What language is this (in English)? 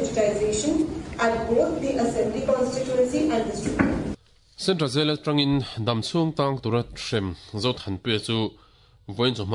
Mizo